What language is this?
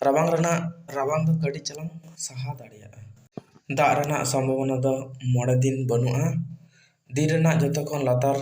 Santali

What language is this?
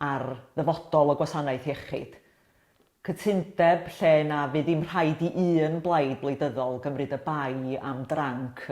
Welsh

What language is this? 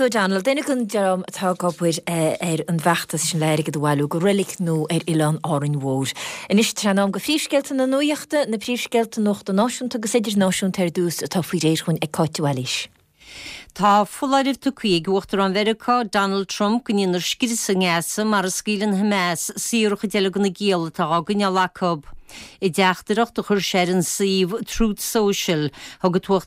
Irish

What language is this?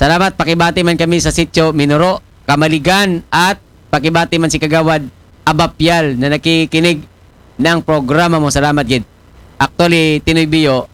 Aklanon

